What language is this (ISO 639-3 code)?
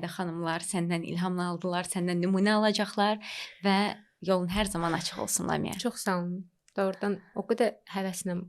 aze